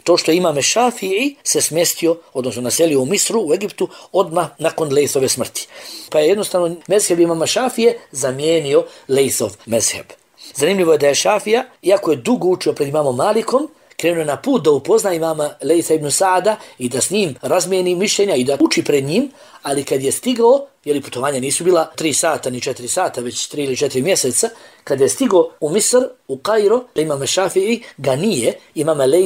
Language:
Bosnian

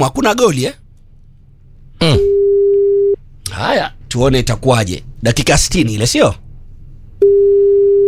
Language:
Swahili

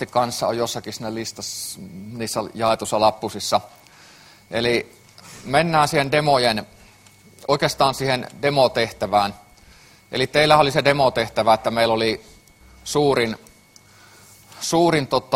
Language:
Finnish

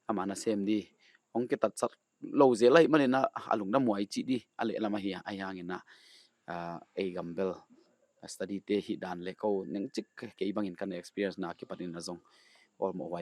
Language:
Paite Chin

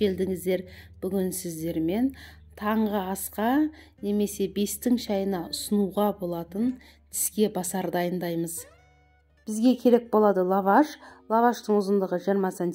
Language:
Kazakh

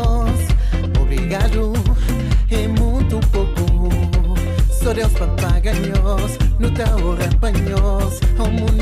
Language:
Kabuverdianu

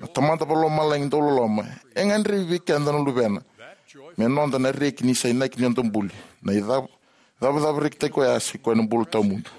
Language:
Fijian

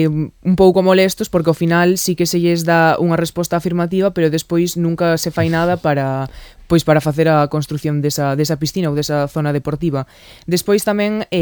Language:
Galician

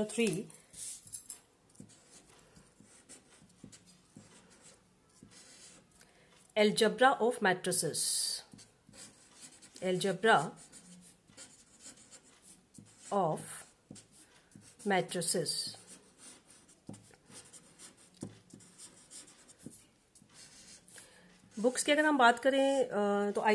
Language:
Hindi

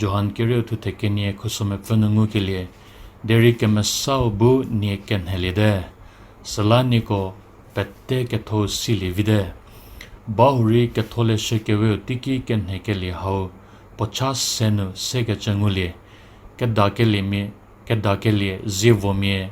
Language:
Angami Naga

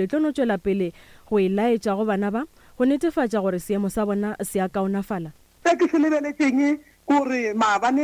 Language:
Northern Sotho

